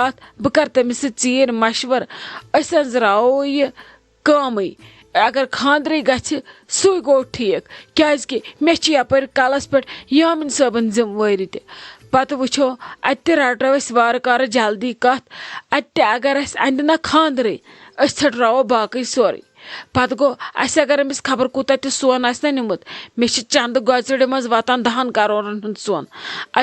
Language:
Kashmiri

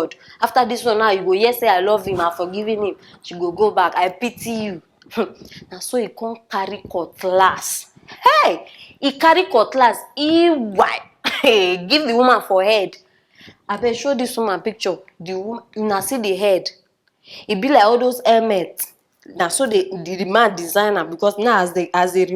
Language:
Nigerian Pidgin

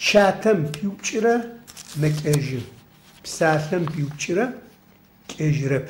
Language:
Adyghe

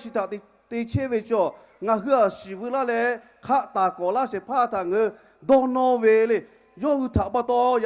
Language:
Lahu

